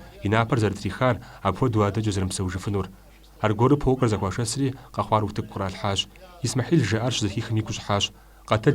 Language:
Kabardian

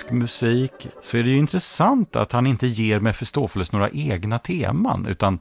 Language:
Swedish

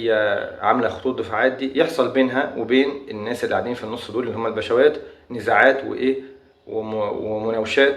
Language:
Egyptian Arabic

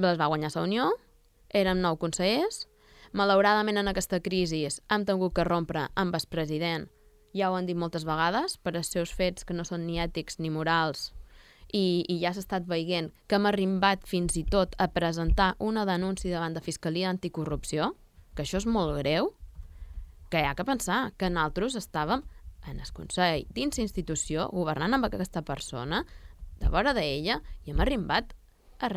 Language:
Catalan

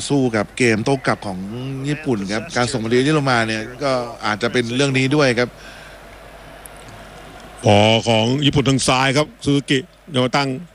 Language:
Thai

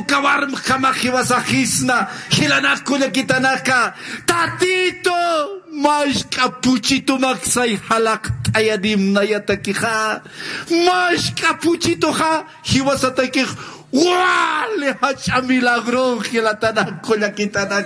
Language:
Aymara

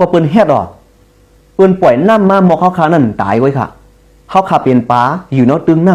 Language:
Shan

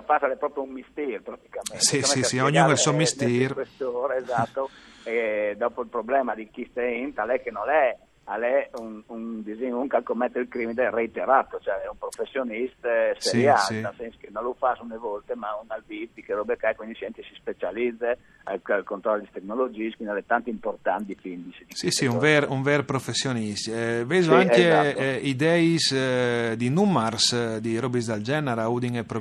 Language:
Friulian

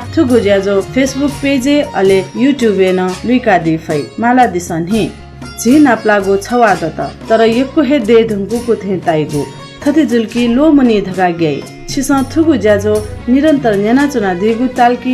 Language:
Newari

